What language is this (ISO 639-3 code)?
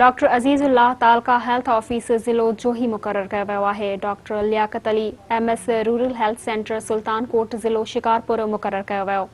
snd